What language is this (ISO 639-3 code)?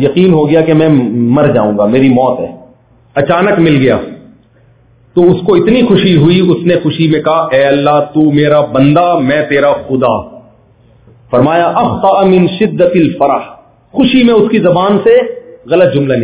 urd